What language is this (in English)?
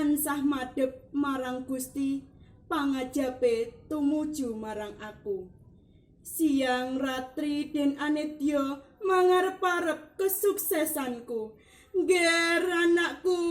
Javanese